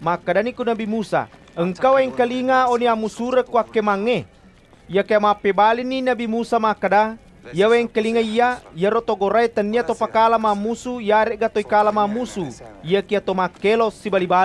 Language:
Buginese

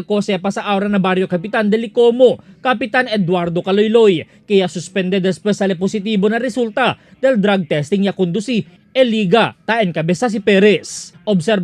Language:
Chavacano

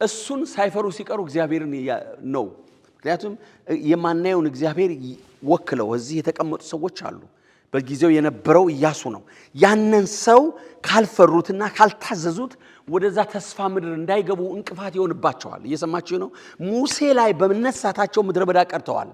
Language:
Amharic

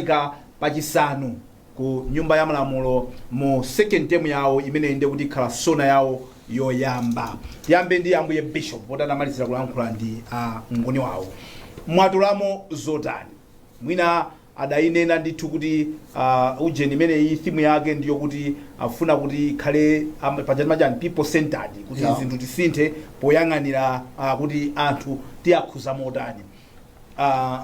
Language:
Nyanja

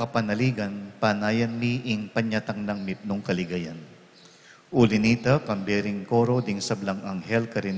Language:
Pampanga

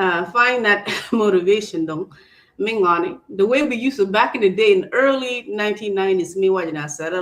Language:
Acoli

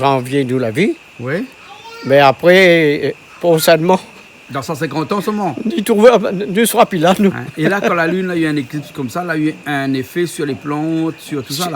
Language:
Réunion Creole French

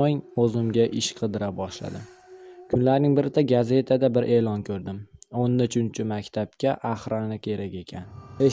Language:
Uzbek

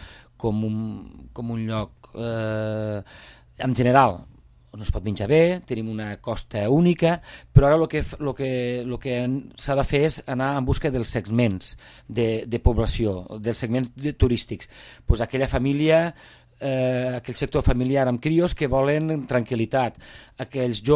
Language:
Catalan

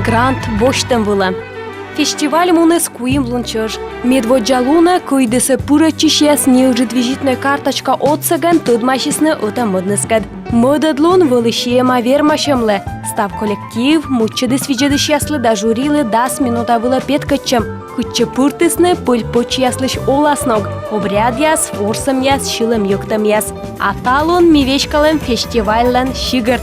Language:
Komi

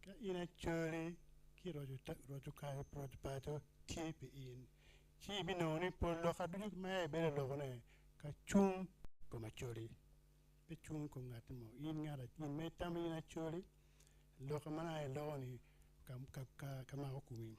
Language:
Acoli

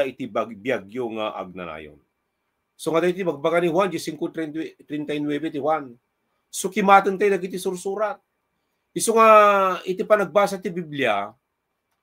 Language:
Iloko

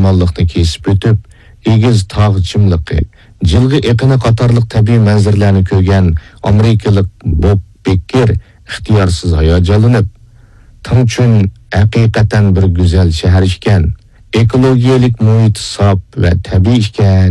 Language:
Uyghur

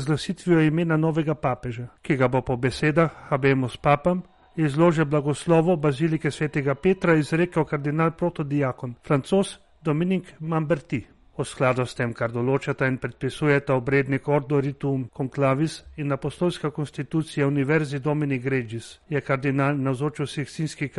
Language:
Slovenian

